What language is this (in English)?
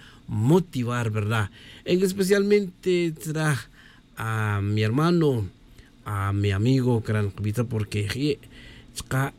Tz'utujil